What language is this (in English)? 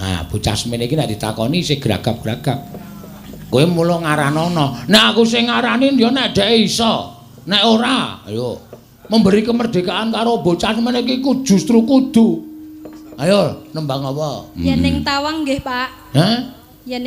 Javanese